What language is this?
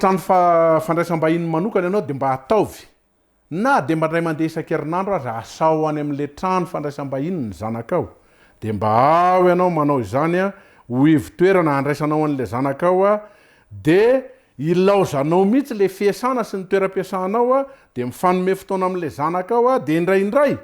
Malagasy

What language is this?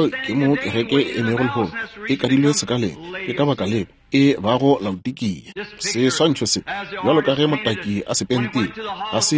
Northern Sotho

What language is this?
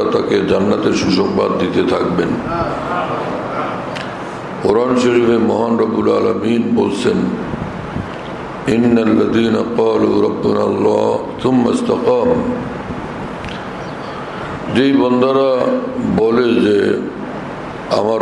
Bangla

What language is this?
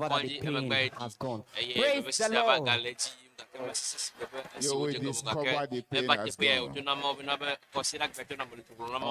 Ewe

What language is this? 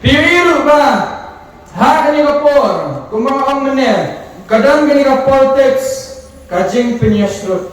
Khasi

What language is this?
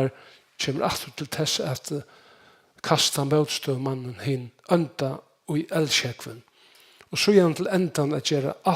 Faroese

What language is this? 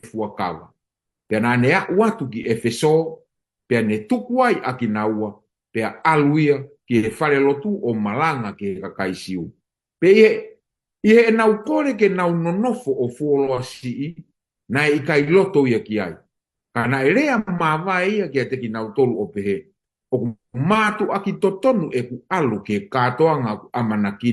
Tongan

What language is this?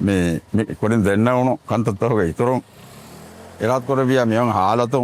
Divehi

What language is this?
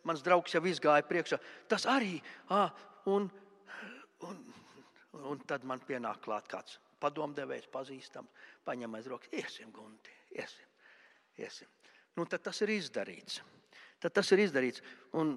Latvian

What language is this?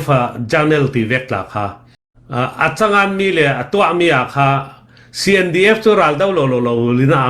Falam Chin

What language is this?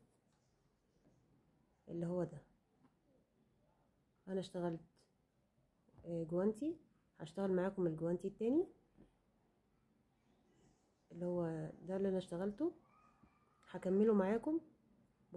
Egyptian Arabic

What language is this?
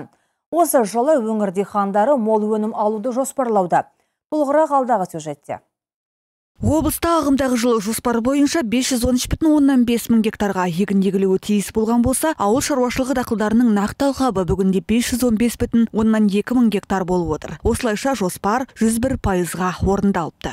Kazakh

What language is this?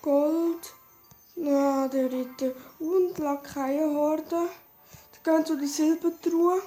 Swiss German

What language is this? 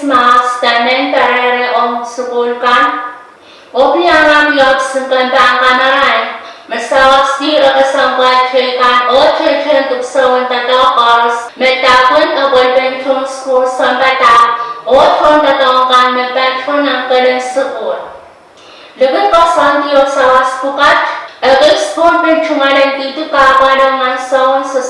Pohnpeian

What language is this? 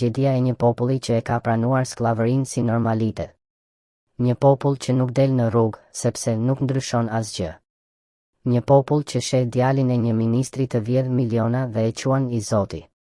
Albanian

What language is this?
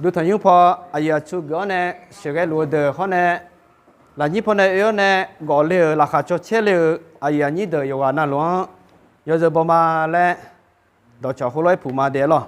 Akha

